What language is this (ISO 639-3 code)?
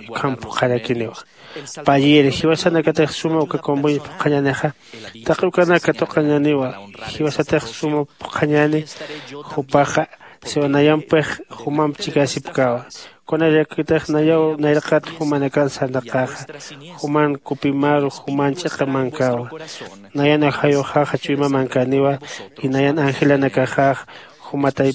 aym